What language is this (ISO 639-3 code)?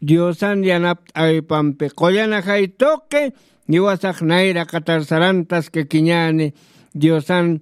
aym